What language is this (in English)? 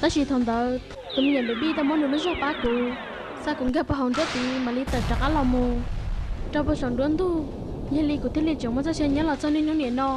Hmong